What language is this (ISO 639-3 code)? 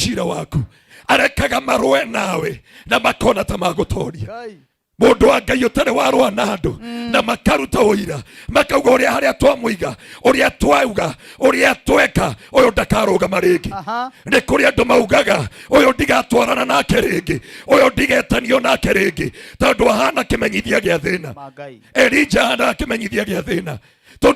kik